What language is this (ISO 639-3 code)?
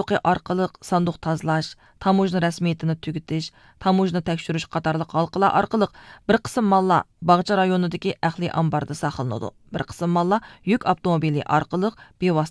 uig